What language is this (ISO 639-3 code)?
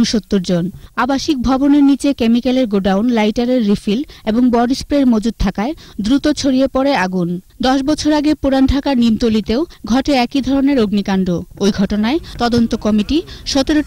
ben